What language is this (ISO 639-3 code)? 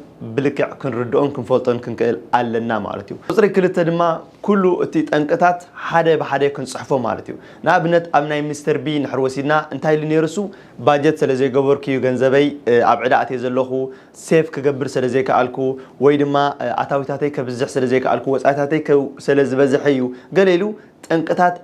tir